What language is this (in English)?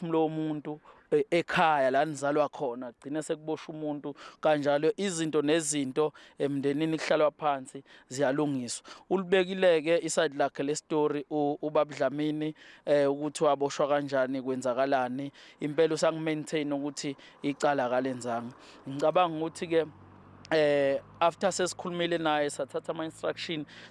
Zulu